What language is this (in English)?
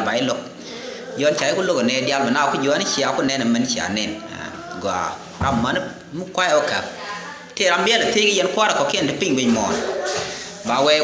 Nuer